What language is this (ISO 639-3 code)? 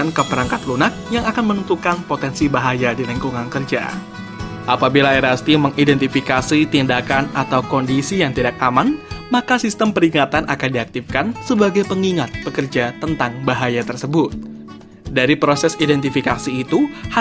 ind